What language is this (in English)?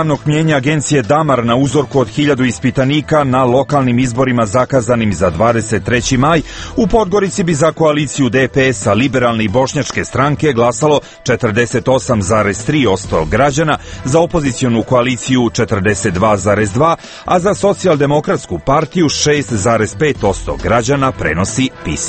Serbian